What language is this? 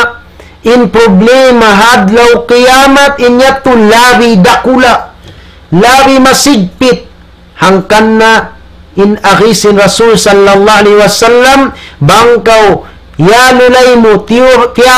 Tausug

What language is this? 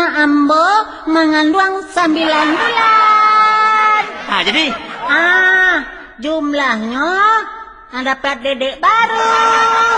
Minangkabau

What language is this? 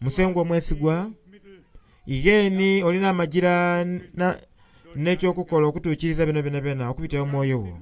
Soga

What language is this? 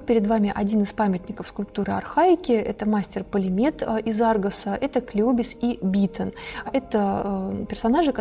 Russian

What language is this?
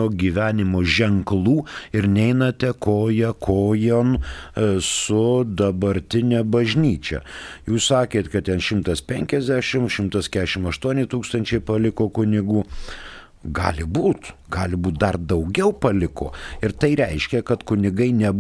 Lithuanian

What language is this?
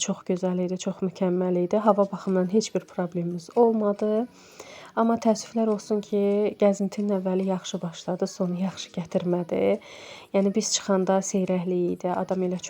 Azerbaijani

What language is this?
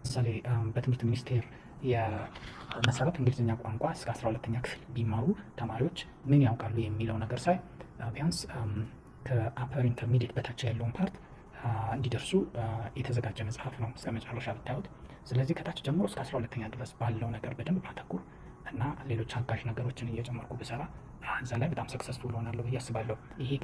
Amharic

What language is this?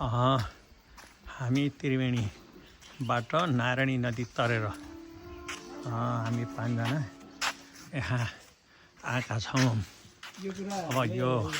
Nepali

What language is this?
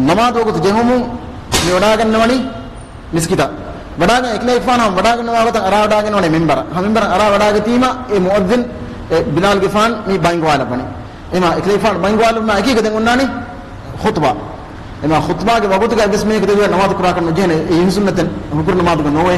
Divehi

